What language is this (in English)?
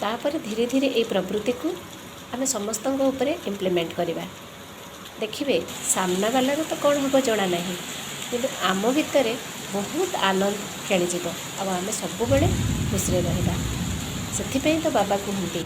Odia